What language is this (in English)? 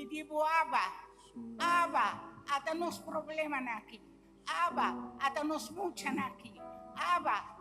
Papiamento